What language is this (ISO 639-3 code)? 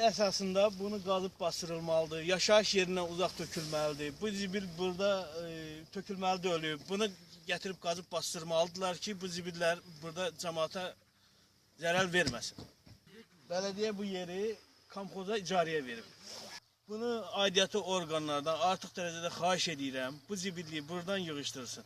aze